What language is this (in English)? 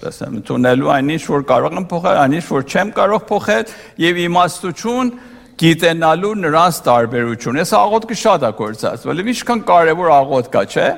Armenian